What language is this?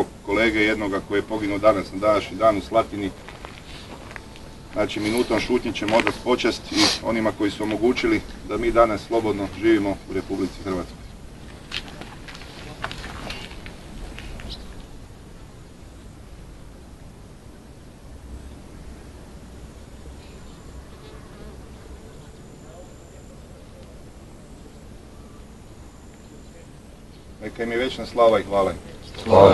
Croatian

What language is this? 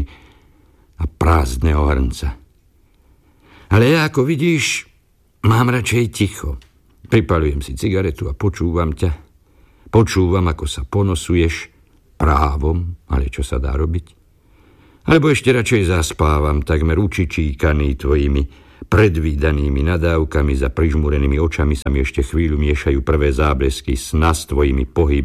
Slovak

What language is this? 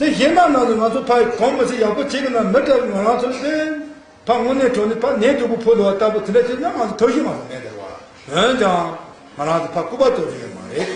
Tibetan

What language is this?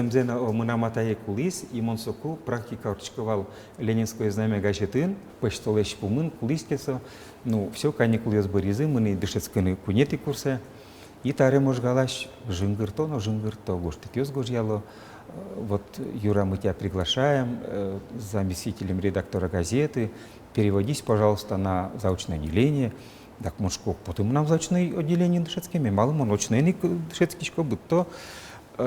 Udmurt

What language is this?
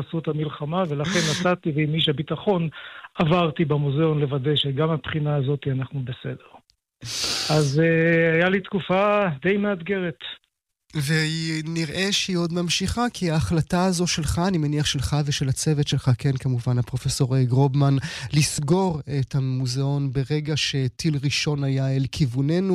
Hebrew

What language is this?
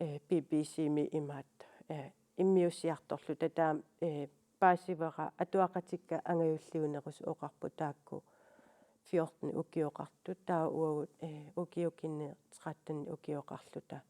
Kalaallisut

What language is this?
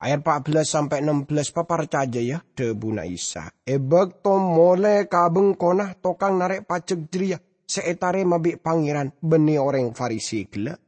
Madurese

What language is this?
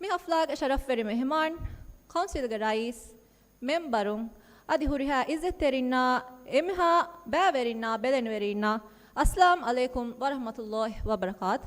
Divehi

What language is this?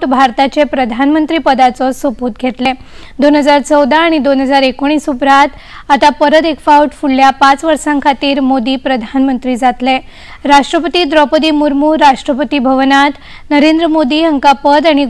Konkani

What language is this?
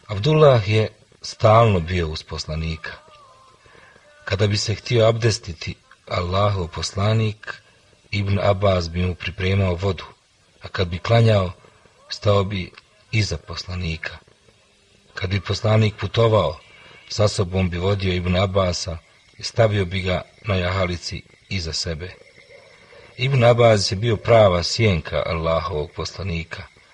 Bosnian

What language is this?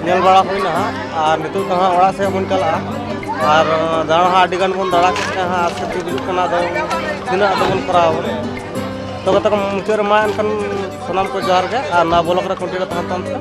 Santali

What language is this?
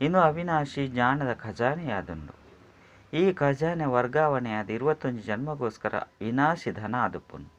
Tulu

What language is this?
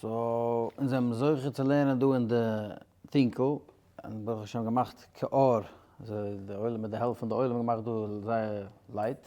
Yiddish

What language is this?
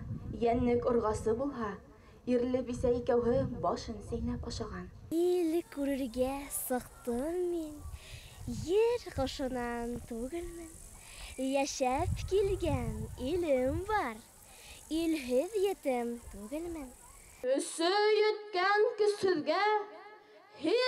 Bashkir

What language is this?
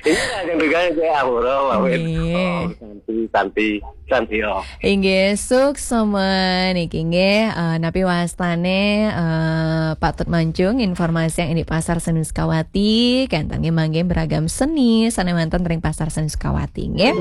Balinese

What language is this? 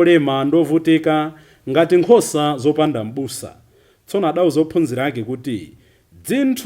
Nyanja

